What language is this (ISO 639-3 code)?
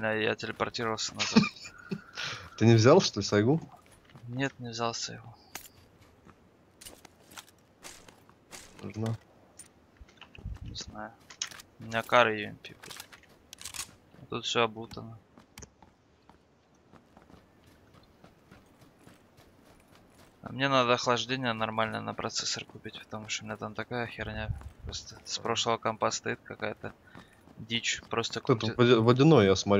rus